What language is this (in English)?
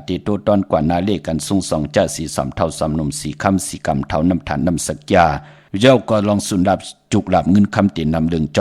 Shan